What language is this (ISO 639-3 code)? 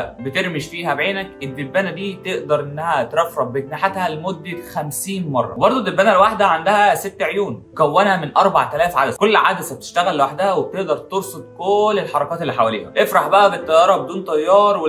arz